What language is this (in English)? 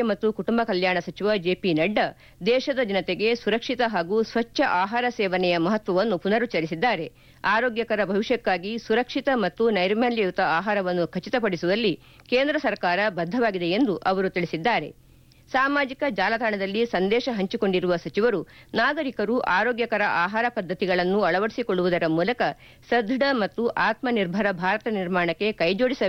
Kannada